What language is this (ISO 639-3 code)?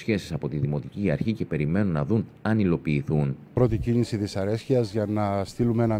ell